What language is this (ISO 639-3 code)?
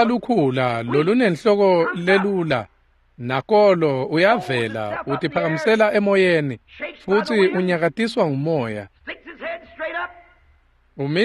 ssw